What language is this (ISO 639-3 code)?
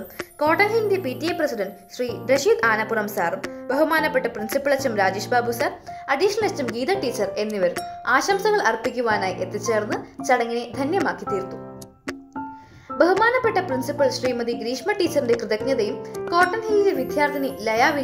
mal